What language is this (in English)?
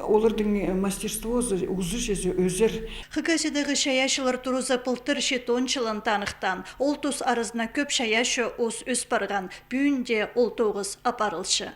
Khakas